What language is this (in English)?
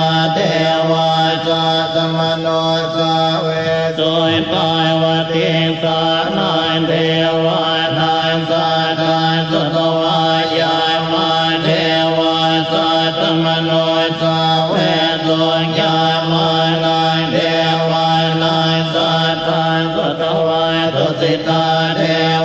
Pali